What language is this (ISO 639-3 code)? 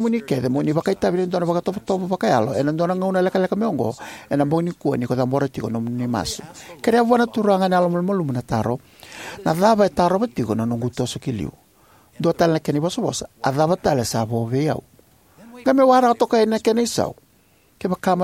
fij